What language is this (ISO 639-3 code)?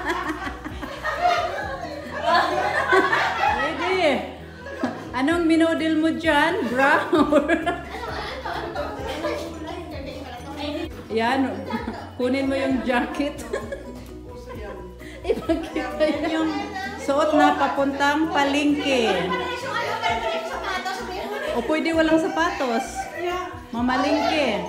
fil